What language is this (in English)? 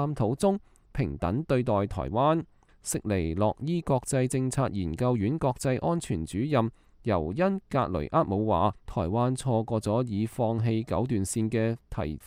Cantonese